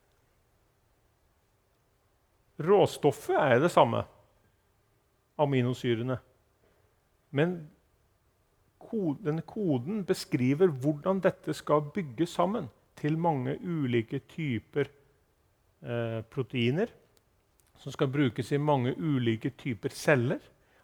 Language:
Norwegian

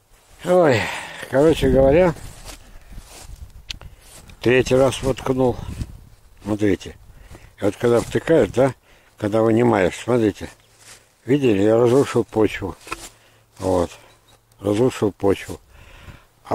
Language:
Russian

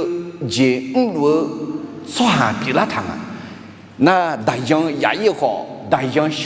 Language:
Akha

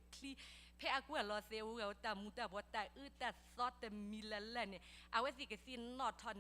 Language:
S'gaw Karen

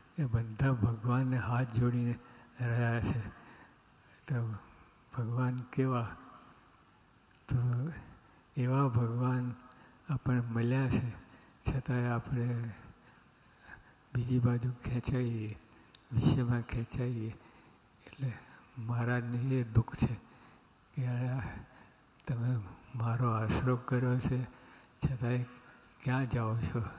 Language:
Gujarati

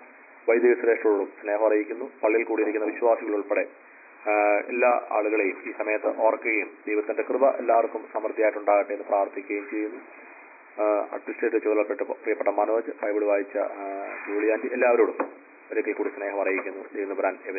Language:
Malayalam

